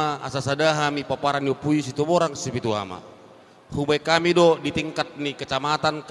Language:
Batak Toba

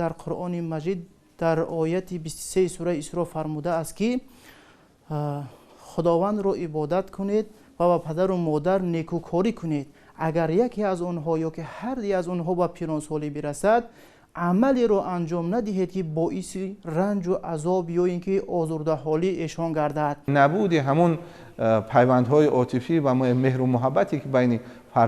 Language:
Tajik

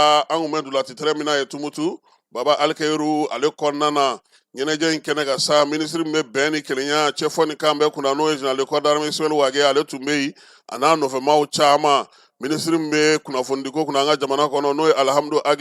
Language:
Bambara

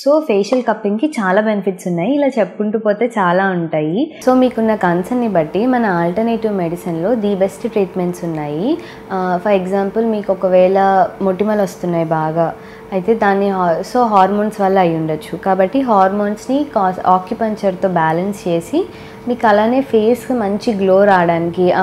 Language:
Telugu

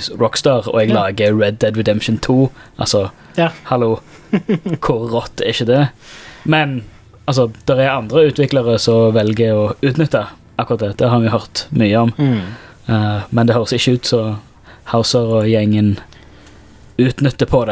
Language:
Norwegian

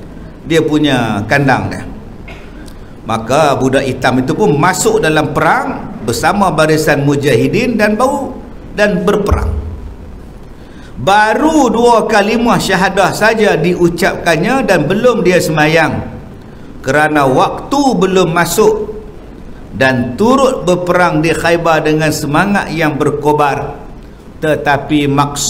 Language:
Malay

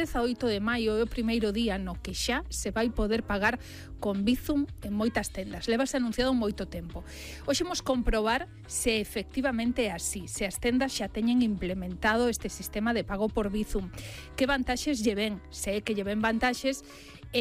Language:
Galician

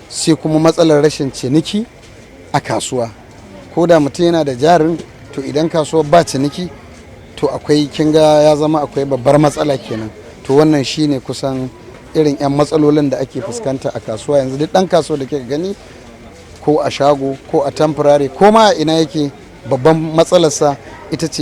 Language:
Hausa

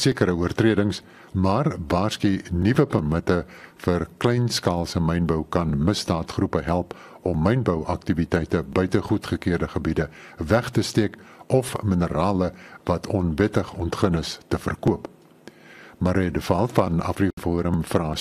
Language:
Afrikaans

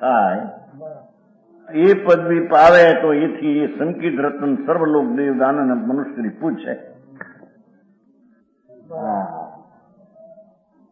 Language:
Gujarati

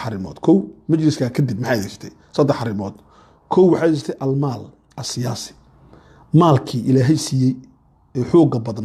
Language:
Somali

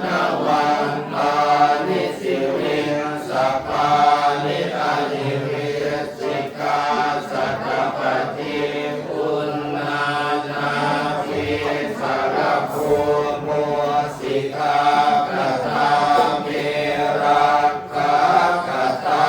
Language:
Pali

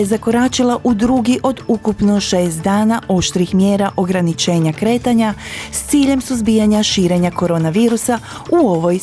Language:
Croatian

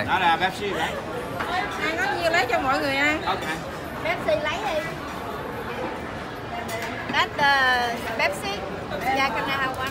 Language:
Vietnamese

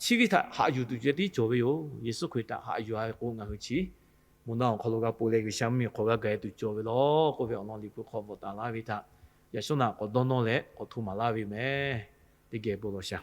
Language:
Lahu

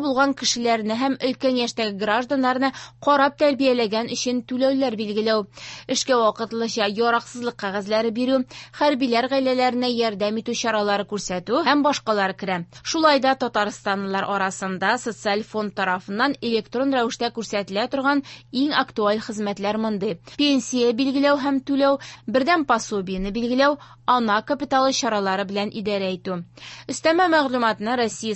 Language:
Tatar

